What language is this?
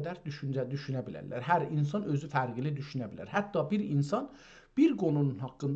South Azerbaijani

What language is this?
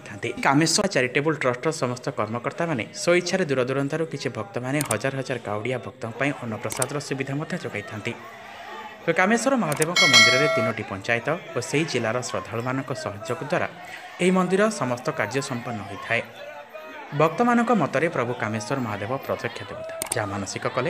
Odia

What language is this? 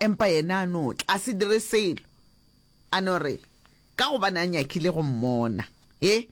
Northern Sotho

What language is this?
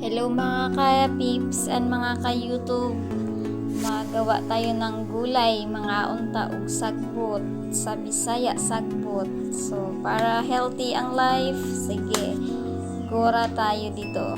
Cebuano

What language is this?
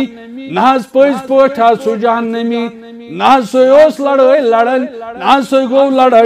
Kashmiri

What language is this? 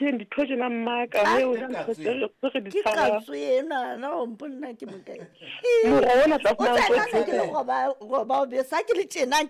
Southern Sotho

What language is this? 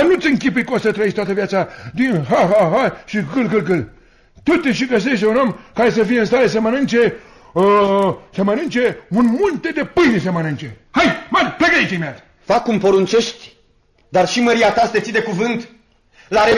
Romanian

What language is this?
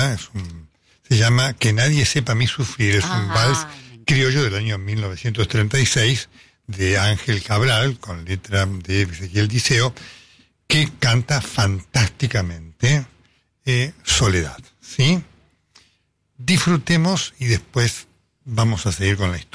Spanish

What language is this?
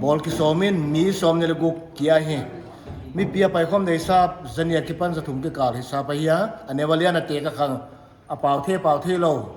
Paite Chin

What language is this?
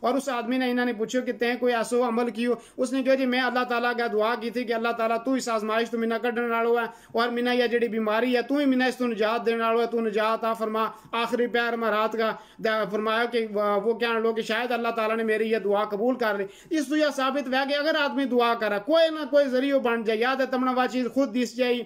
Gujari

